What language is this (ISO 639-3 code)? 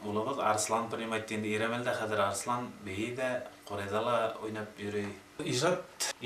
bak